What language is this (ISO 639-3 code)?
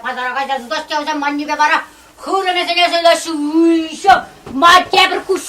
chv